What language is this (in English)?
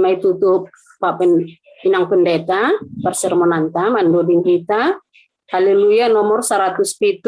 Batak Simalungun